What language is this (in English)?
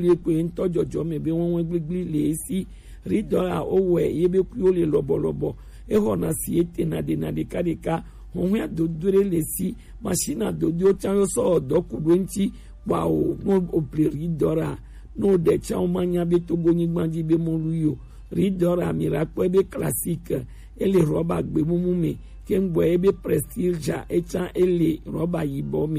Gen